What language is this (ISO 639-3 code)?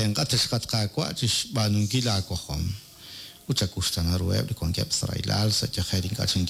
kek